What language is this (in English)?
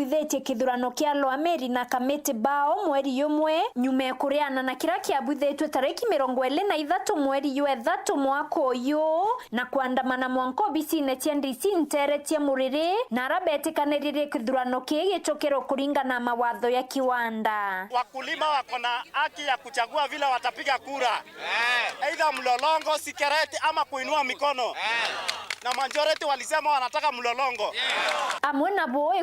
Meru